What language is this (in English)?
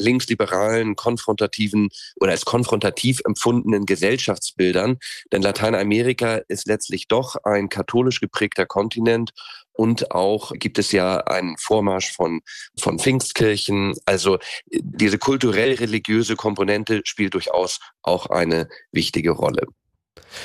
German